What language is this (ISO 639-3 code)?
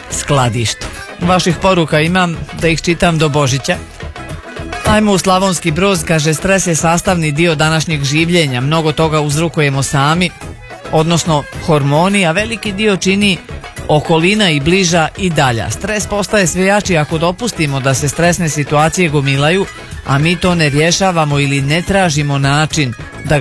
hrv